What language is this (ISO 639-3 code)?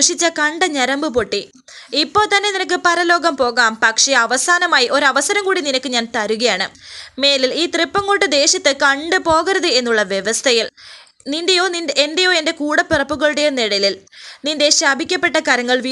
mal